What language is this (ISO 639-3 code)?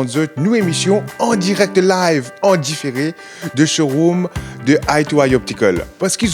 mfe